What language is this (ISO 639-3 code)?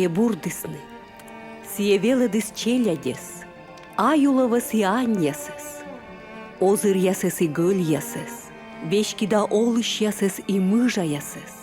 kom